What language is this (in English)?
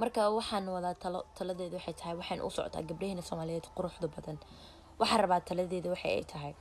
Somali